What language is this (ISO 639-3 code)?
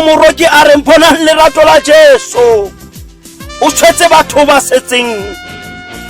tsn